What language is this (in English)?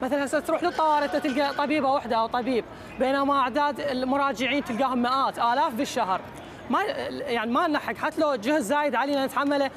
Mesopotamian Arabic